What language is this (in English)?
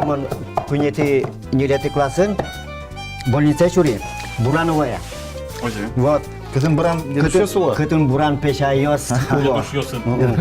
Udmurt